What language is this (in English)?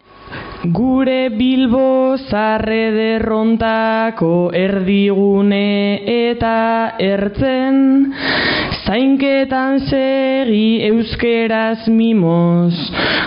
Basque